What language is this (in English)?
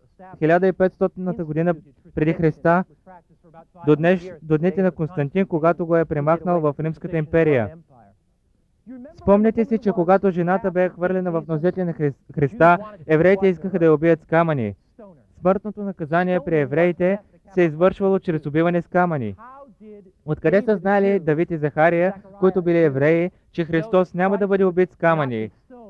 Bulgarian